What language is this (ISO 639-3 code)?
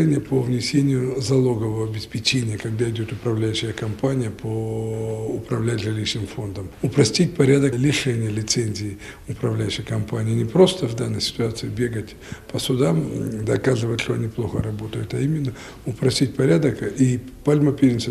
rus